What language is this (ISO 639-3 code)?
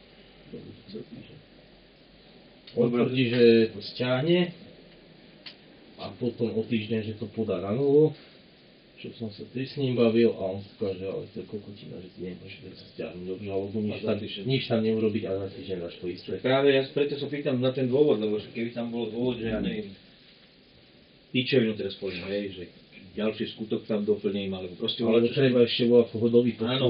slk